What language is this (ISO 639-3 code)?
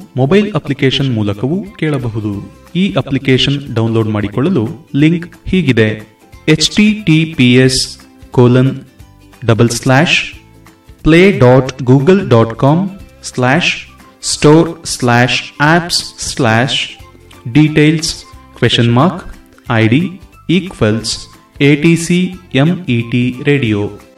kan